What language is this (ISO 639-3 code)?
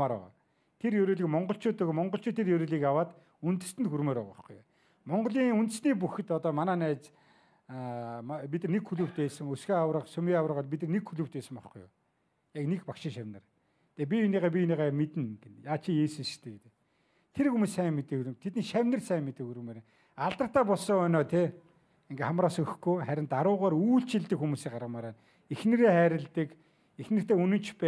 mon